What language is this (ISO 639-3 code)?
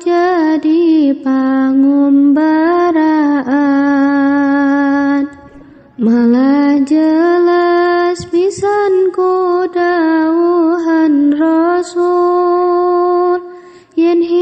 sun